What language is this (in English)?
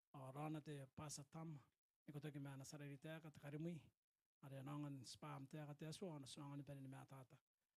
Gilbertese